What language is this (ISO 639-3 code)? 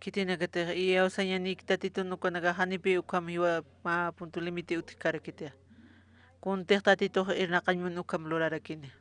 aym